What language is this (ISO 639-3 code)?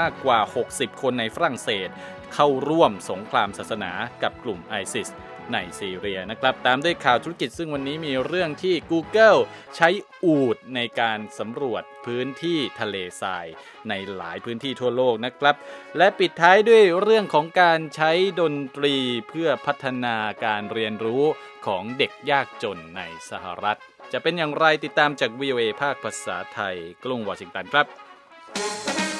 tha